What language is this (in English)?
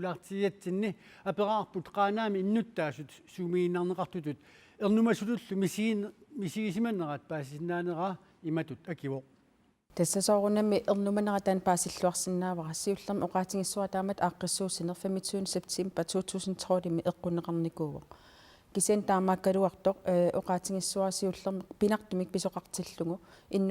Kalaallisut